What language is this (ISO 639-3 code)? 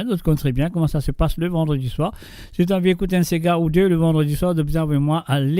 mfe